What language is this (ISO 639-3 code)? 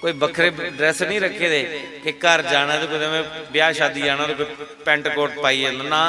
doi